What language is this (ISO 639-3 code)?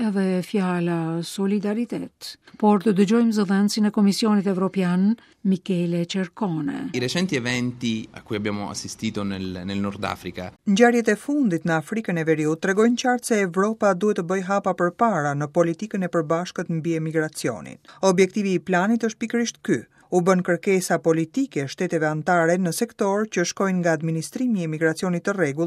sqi